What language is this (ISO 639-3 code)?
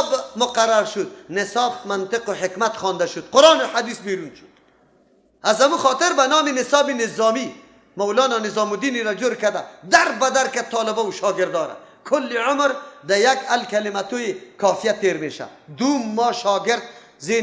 fas